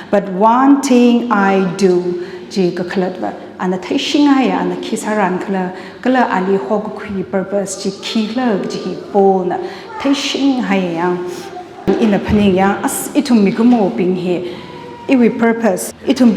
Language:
Tangkhul Naga (India)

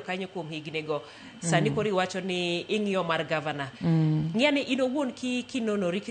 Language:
Luo (Kenya and Tanzania)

